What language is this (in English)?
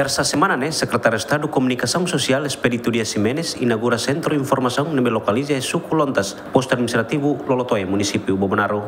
Tetum